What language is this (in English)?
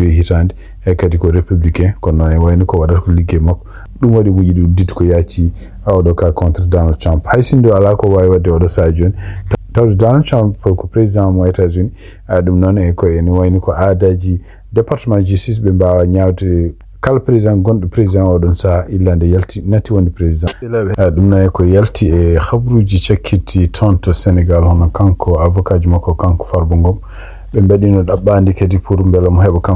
Fula